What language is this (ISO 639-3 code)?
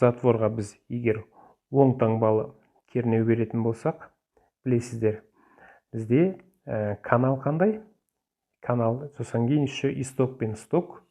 kaz